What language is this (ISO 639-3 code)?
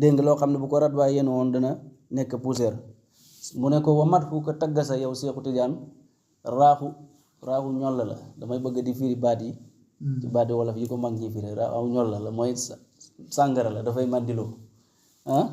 wol